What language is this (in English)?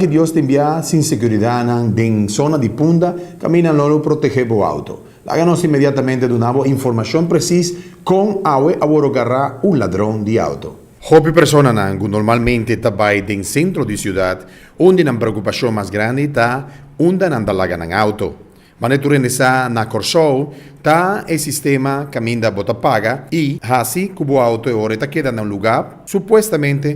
Papiamento